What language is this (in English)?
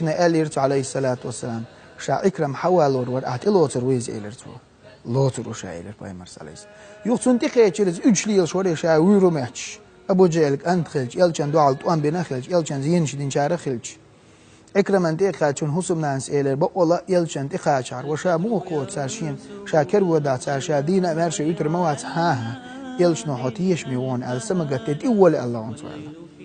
Chechen